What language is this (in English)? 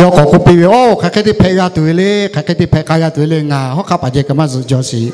Lahu